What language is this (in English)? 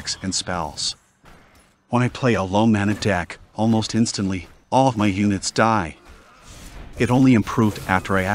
English